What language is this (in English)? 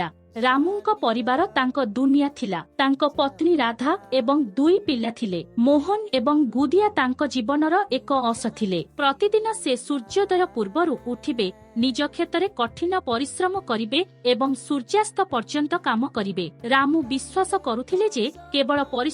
Odia